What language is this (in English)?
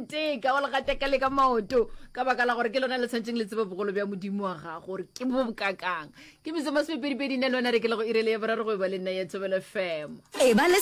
Northern Sotho